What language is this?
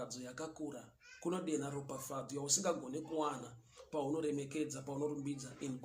Shona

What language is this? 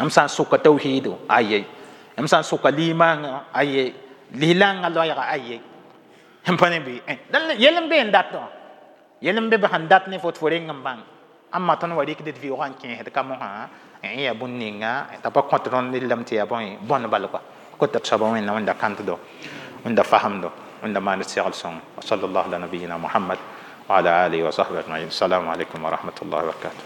Mossi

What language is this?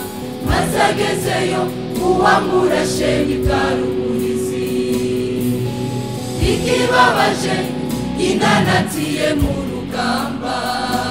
Rundi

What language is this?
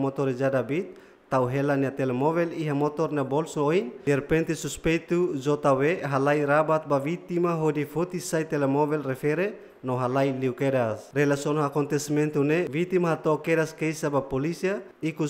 Tetum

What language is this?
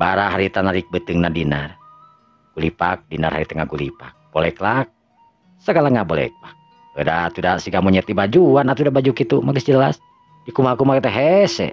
Sundanese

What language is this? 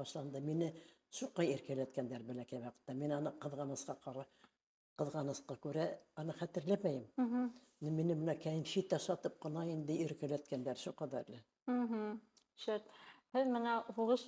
Bashkir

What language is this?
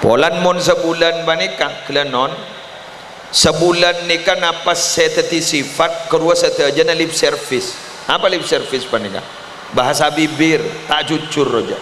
Madurese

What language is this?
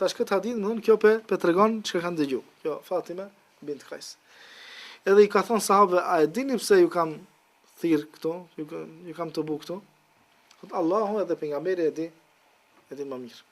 Albanian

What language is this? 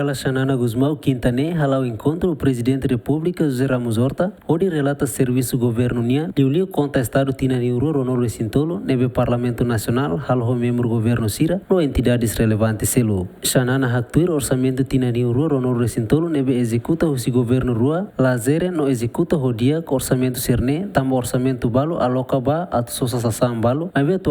Tetum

